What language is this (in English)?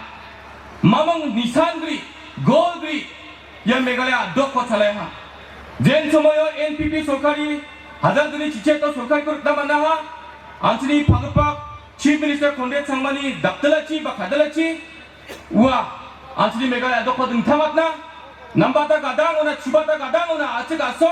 Garo